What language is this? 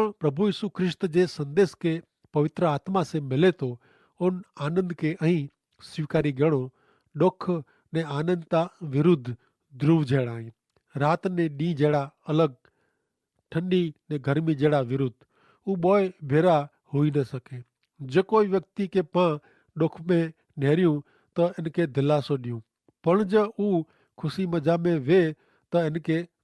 Kachhi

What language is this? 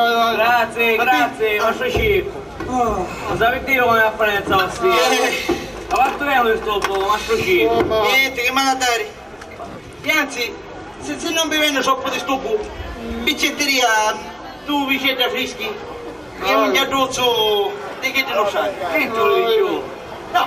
Sicilian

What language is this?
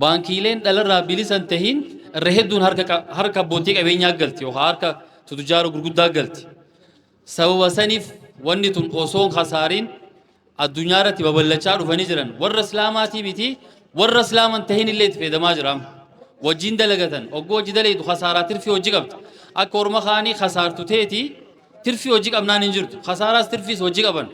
Oromo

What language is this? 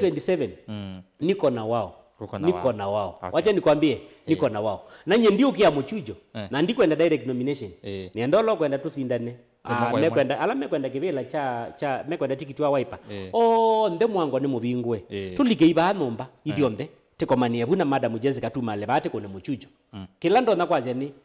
Kamba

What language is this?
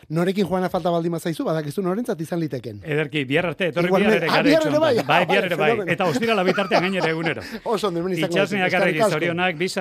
Basque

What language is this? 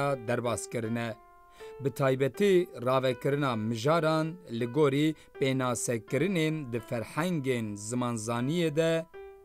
Kurdish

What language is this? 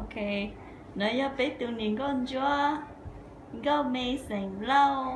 Hmong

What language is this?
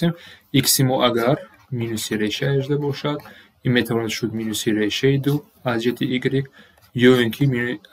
Tajik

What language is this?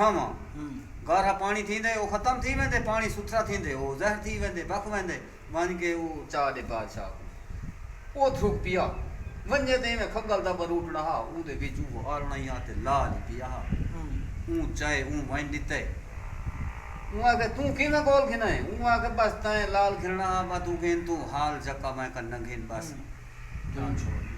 Saraiki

